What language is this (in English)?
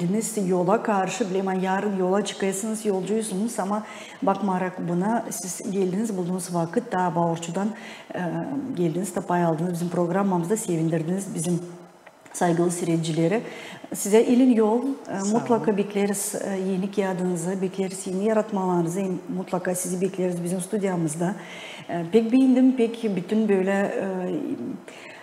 Gagauz